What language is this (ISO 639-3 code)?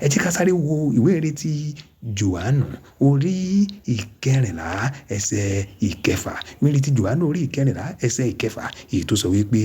yor